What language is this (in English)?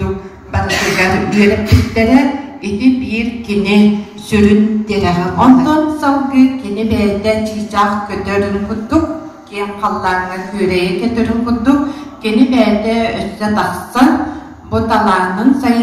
Yakut